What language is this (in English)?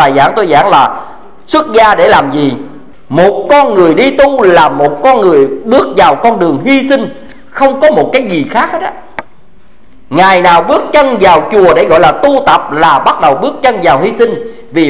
Vietnamese